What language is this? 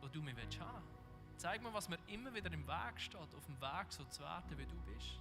Swiss German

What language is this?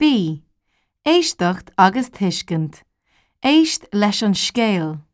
Irish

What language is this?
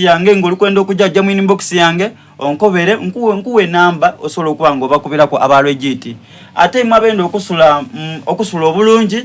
Soga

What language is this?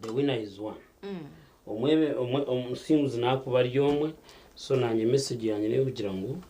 Nyankole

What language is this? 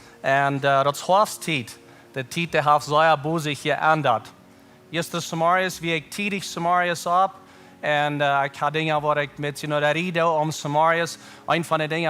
Plautdietsch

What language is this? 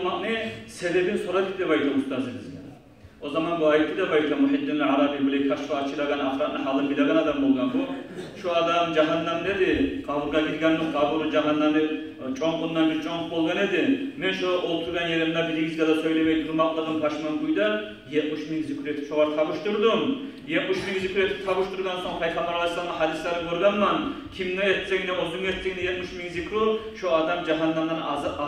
Kumyk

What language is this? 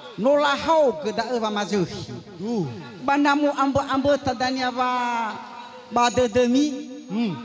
Nias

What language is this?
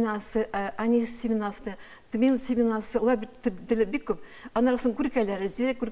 Tatar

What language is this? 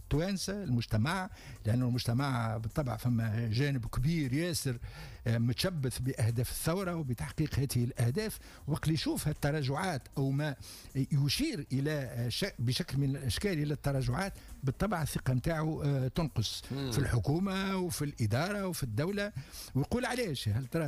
Tunisian Arabic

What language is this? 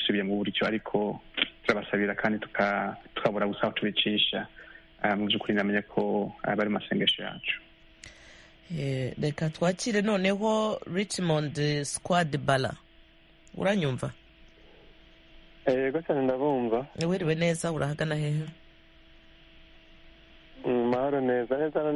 Kinyarwanda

